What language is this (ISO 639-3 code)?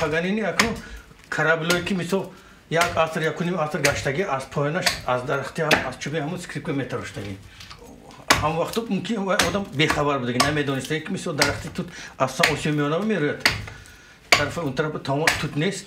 tgk